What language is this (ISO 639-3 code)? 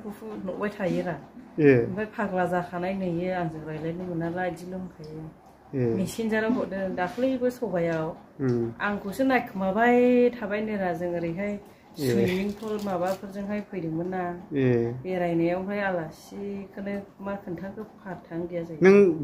brx